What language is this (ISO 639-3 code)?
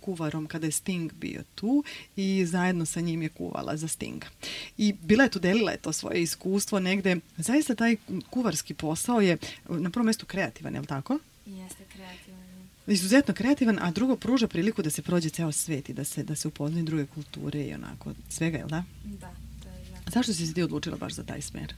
srp